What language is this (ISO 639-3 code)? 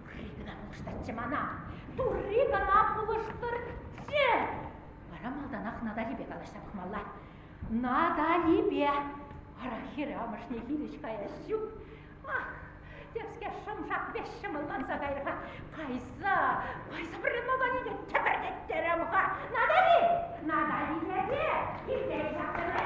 chv